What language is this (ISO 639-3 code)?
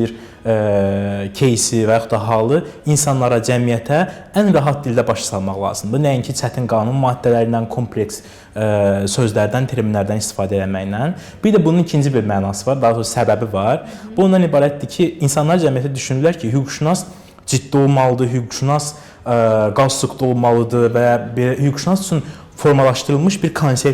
aze